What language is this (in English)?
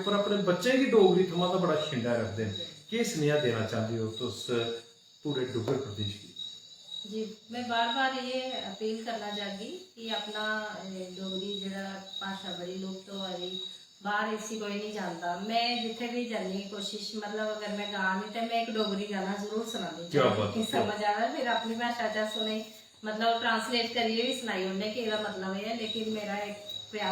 Dogri